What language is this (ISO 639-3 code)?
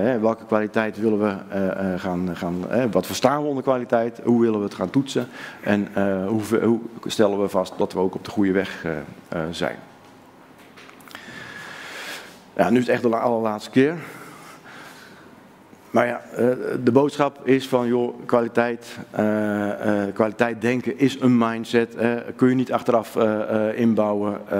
nld